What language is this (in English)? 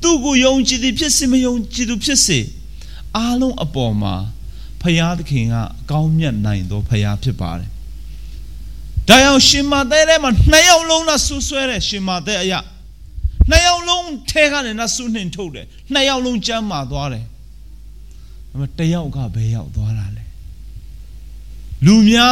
Burmese